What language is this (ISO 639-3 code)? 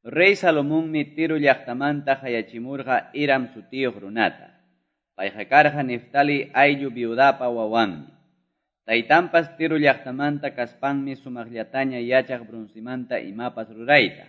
que